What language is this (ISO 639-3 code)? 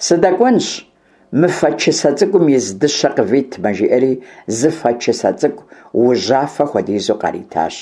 kbd